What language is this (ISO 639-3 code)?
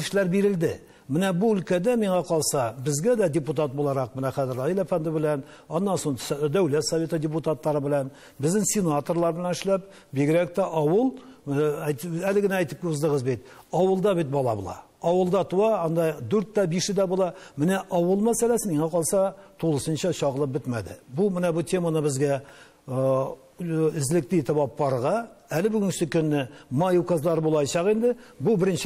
tat